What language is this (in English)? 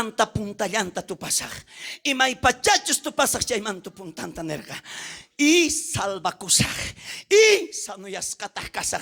South Bolivian Quechua